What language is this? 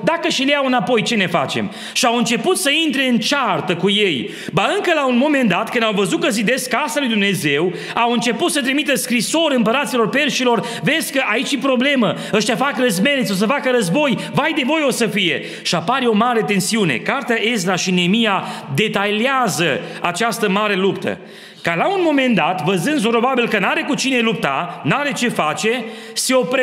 Romanian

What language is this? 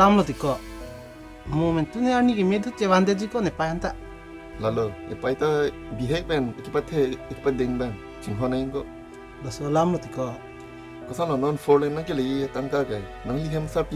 Karbi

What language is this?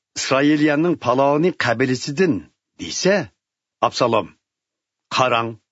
Uyghur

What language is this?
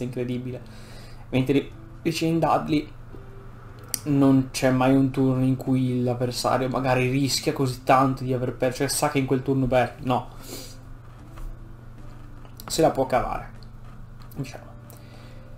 Italian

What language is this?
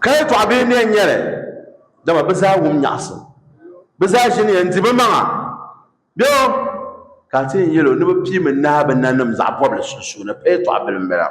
Dagbani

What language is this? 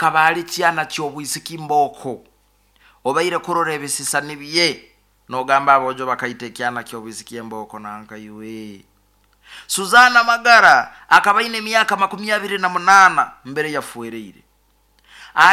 Nyoro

